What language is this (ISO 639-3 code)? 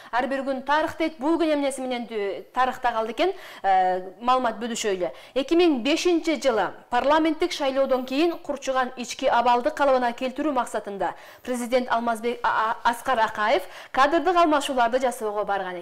kir